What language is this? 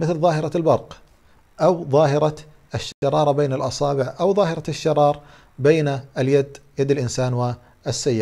Arabic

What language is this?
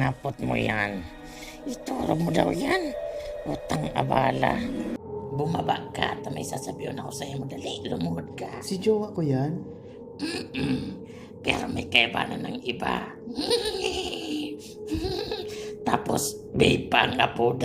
Bikol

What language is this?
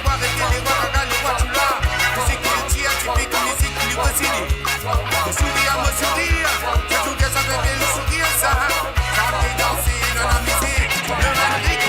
Morisyen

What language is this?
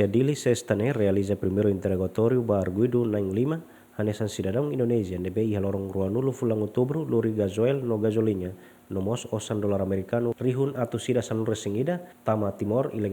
Tetum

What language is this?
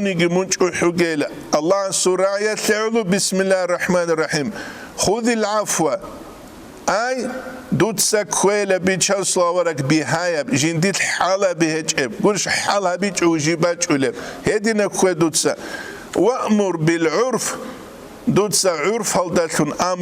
Avaric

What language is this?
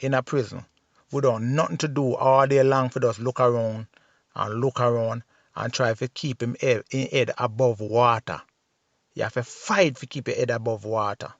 Jamaican Creole English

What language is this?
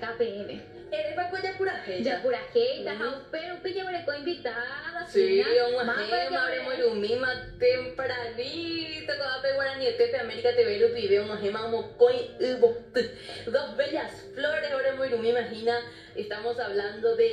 Guarani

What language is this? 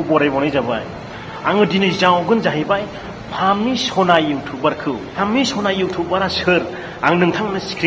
Bodo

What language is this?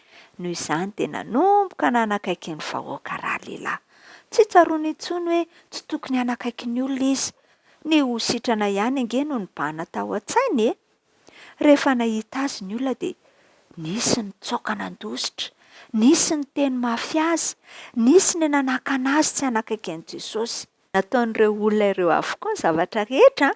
Malagasy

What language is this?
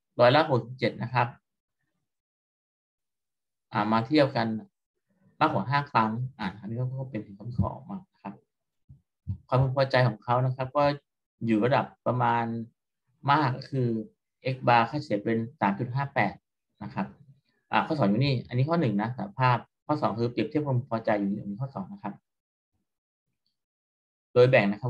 Thai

